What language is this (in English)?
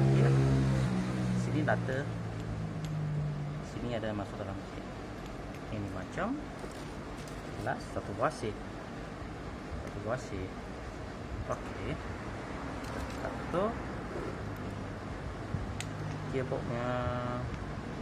Malay